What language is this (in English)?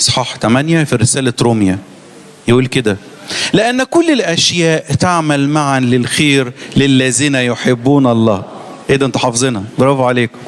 Egyptian Arabic